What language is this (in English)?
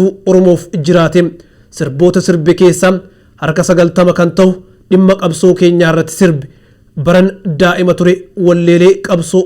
Oromo